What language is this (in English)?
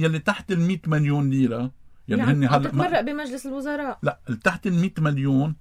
North Levantine Arabic